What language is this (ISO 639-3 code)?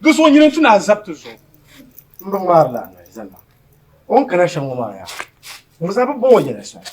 dag